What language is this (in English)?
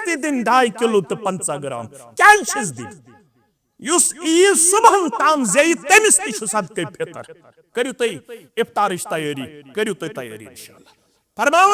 Kashmiri